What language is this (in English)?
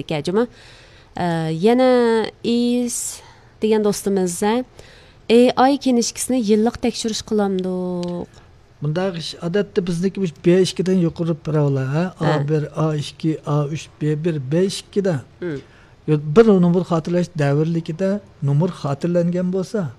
Uyghur